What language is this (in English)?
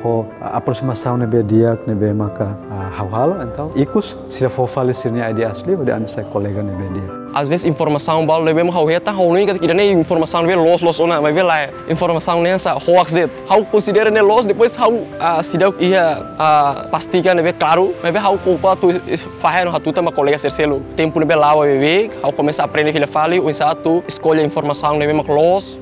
Tetum